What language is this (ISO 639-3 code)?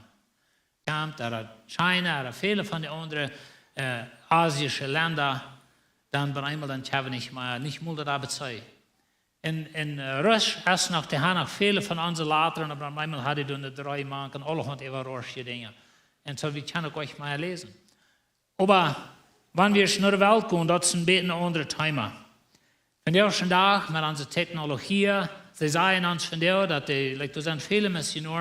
pdt